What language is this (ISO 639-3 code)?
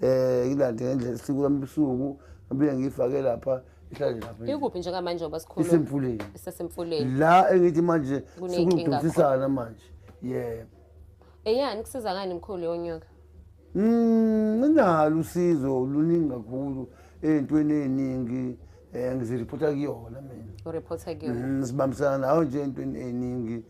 zul